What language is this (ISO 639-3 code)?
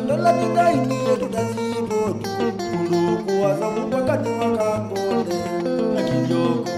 kam